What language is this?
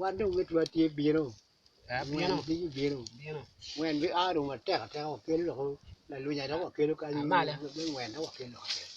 Acoli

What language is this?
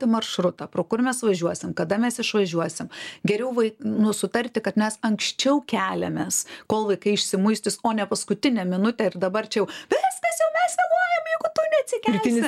Lithuanian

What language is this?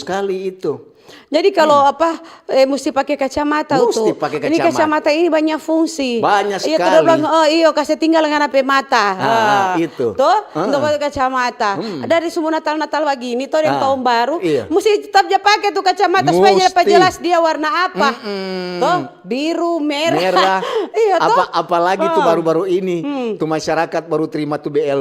Manado Malay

